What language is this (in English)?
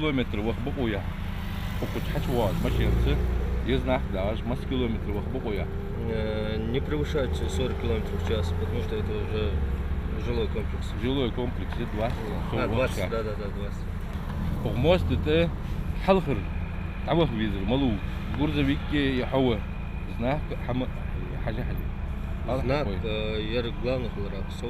Ingush